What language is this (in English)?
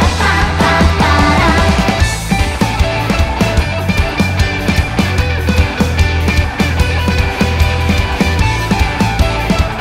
Japanese